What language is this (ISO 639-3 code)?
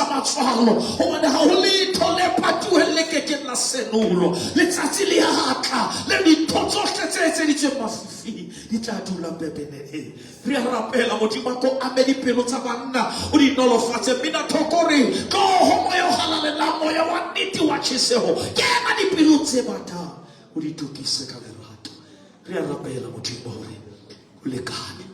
sot